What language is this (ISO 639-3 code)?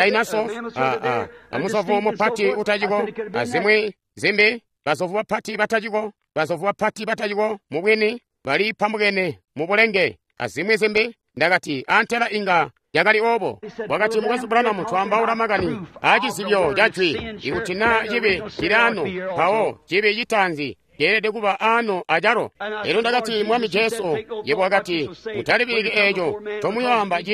toi